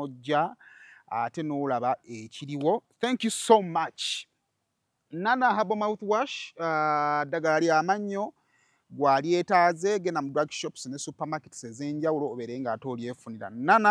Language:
Ganda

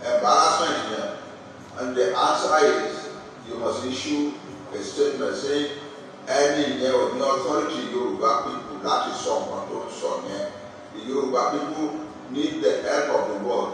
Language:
Yoruba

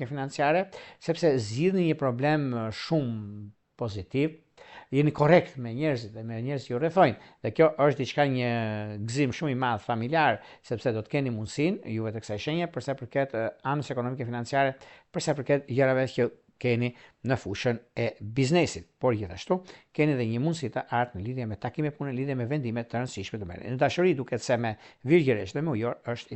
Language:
Albanian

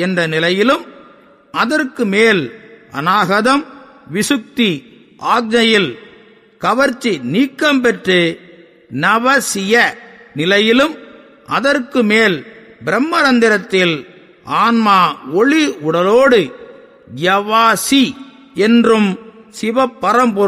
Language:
Tamil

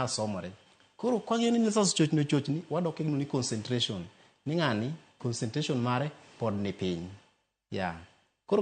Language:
Luo (Kenya and Tanzania)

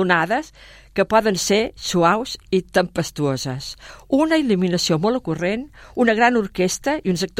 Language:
Catalan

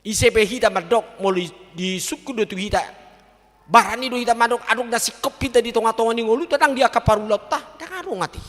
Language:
Batak Toba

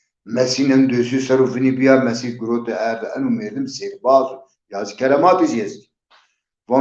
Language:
Zaza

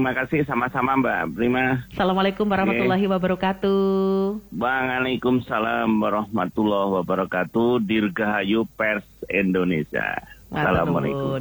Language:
Indonesian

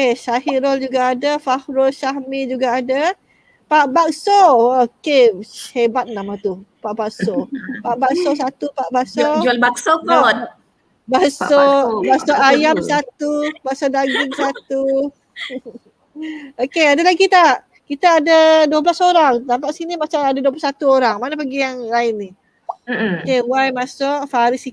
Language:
Malay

